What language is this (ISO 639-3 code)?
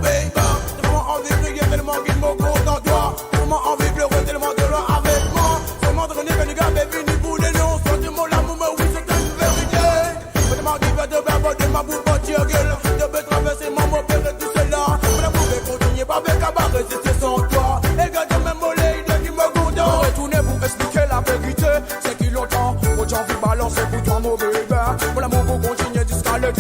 mfe